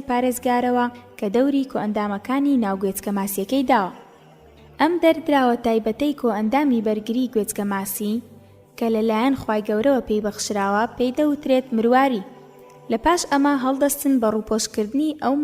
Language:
Central Kurdish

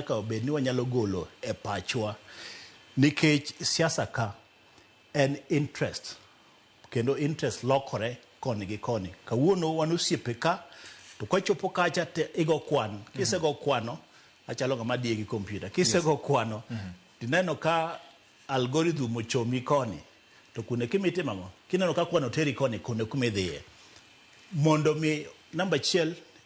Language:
Luo (Kenya and Tanzania)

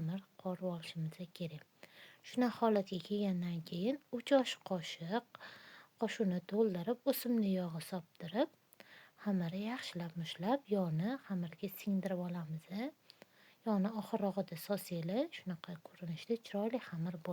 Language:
Uzbek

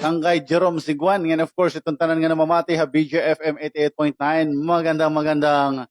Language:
Waray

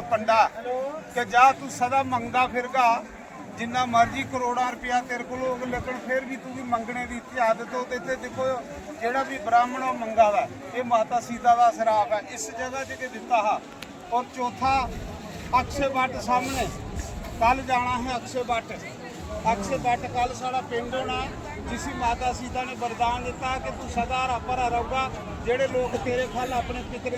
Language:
Dogri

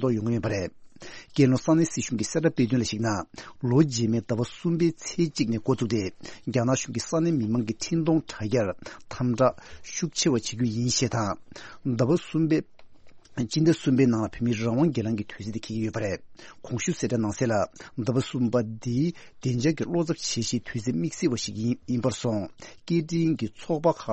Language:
Tibetan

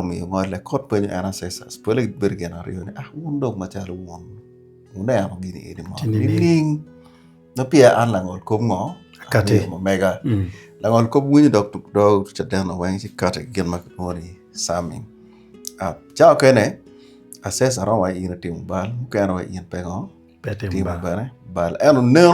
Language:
Acoli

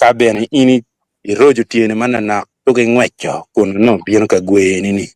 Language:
Acoli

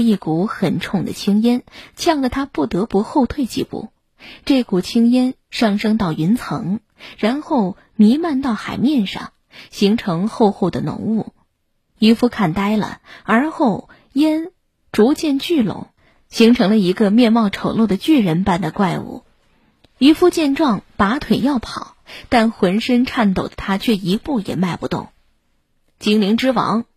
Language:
Chinese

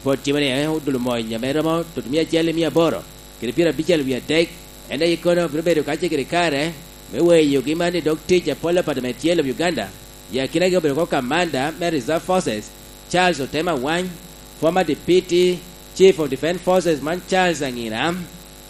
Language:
Lango (Uganda)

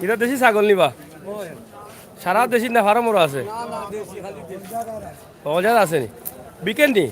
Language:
Sylheti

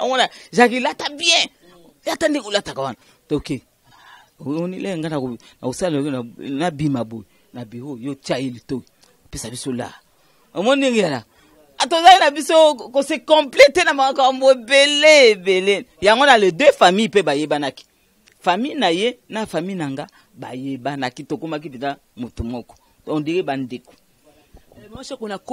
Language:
Lingala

